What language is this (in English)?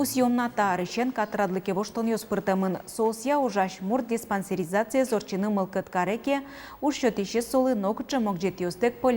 Udmurt